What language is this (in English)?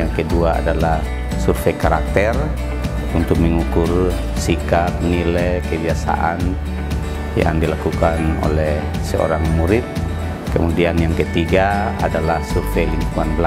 Indonesian